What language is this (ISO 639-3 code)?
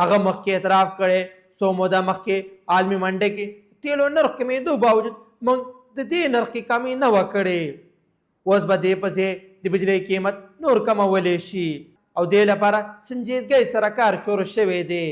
pus